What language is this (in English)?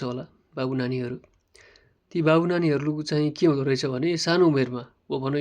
Nepali